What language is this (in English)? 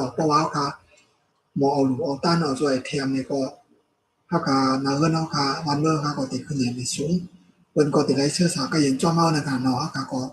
Shan